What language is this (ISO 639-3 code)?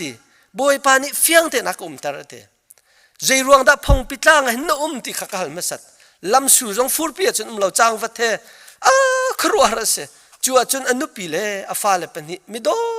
cnh